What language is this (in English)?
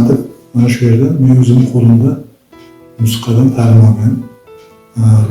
Uzbek